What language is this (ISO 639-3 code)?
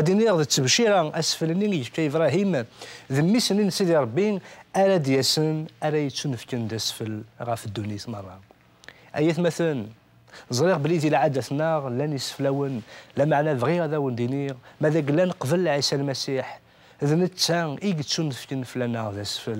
kab